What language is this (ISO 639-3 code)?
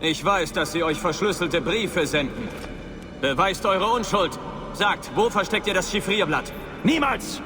bar